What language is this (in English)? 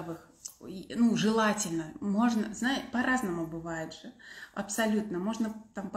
Russian